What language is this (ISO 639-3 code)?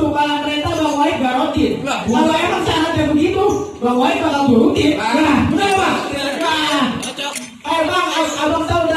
bew